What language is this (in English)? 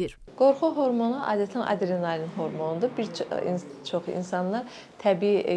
Azerbaijani